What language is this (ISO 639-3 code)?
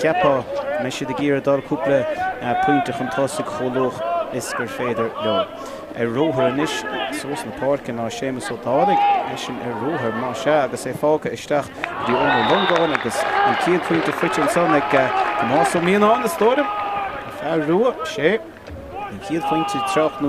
gle